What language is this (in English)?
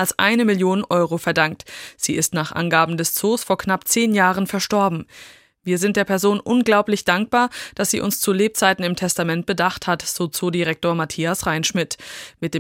German